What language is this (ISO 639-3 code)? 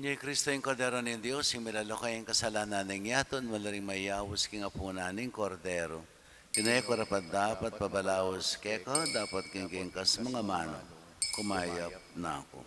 pam